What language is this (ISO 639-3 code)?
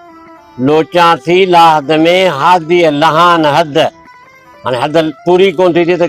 snd